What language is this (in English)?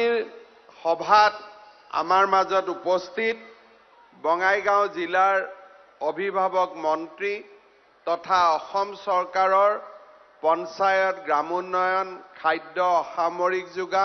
Assamese